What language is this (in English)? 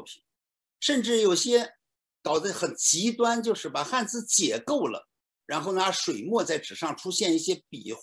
Chinese